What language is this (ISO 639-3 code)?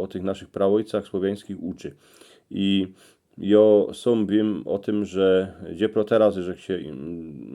szl